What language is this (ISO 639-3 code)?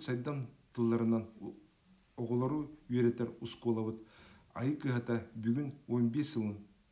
sah